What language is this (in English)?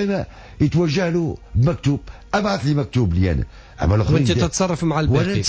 Tunisian Arabic